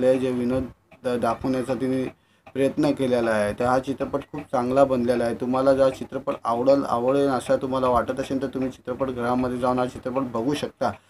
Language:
Marathi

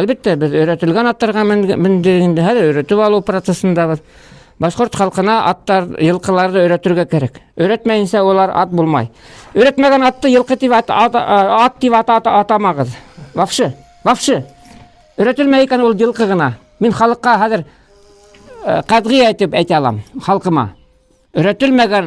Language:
Bashkir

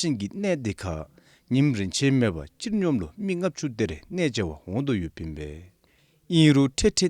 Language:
Dzongkha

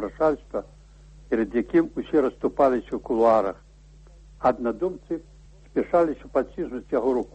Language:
Belarusian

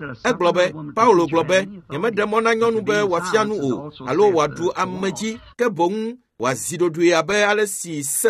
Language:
Ewe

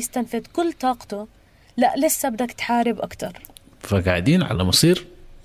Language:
North Levantine Arabic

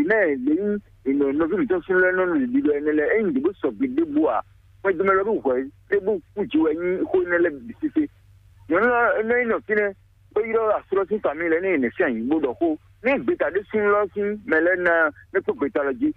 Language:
Fon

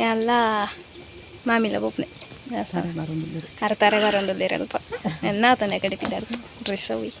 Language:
Tulu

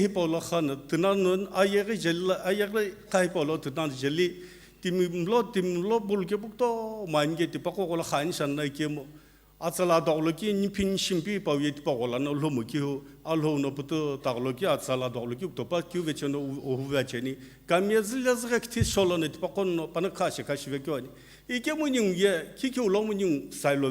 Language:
Sumi Naga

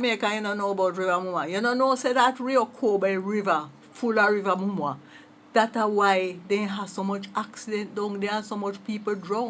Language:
Jamaican Creole English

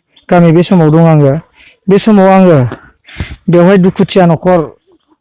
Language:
Bodo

